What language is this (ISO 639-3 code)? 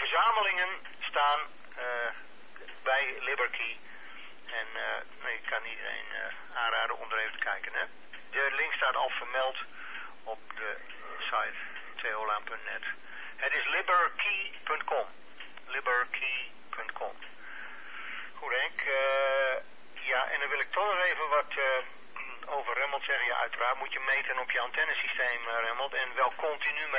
nld